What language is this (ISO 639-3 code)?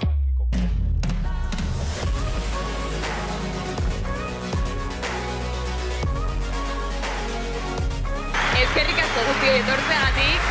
eus